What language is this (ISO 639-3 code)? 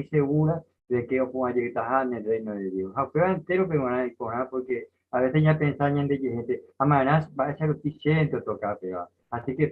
grn